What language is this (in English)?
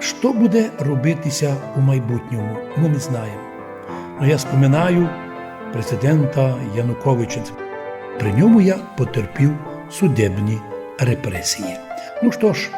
Rusyn